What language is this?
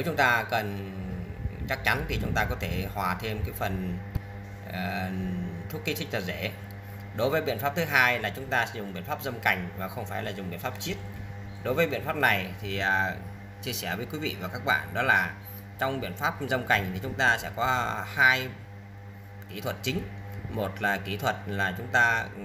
Vietnamese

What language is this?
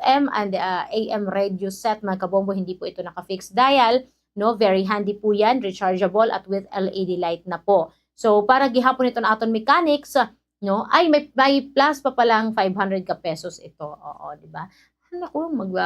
Waray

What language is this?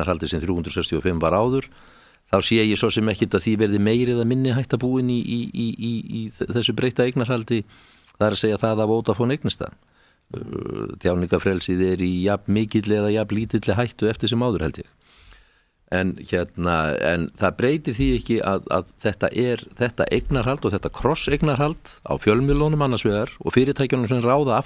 Icelandic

